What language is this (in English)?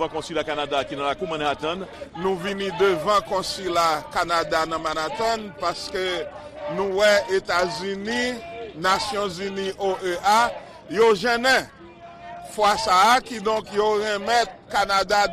Haitian Creole